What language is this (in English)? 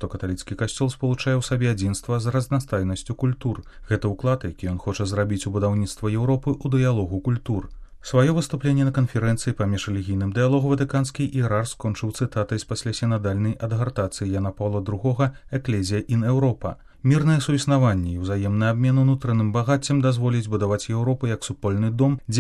Belarusian